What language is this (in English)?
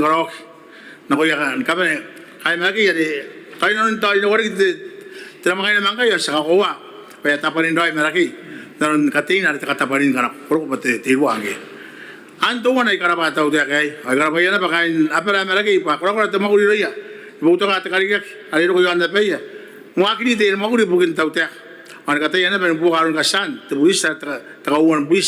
Gilbertese